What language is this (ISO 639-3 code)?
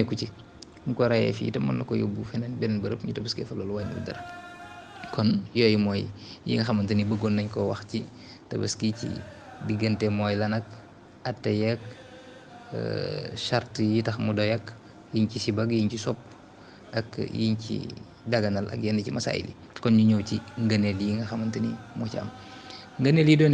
wol